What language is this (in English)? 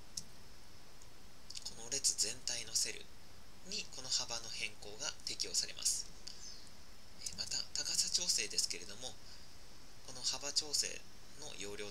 Japanese